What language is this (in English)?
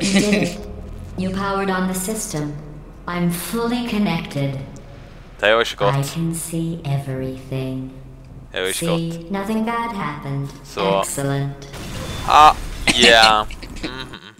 Faroese